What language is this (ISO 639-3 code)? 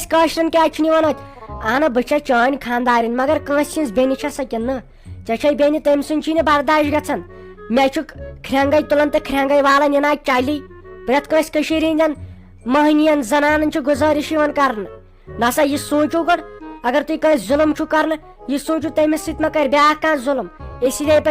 kas